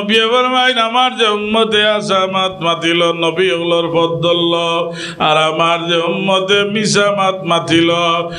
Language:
Sylheti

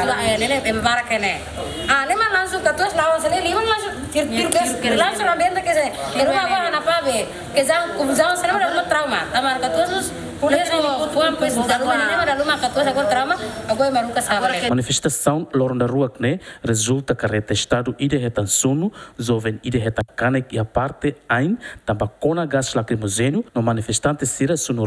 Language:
Tetum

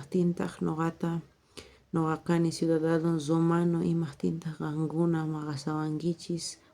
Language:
South Bolivian Quechua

